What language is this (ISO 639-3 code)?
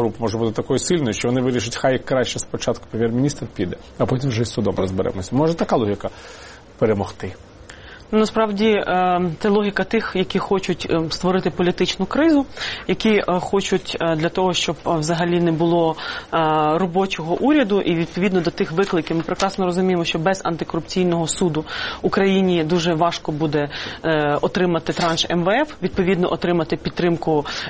ukr